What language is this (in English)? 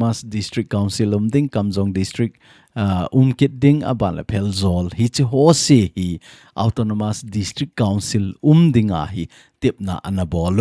Thado Chin